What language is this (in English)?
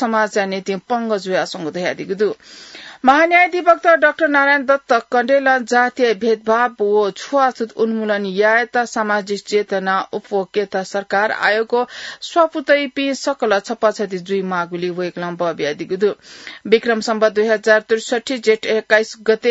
Newari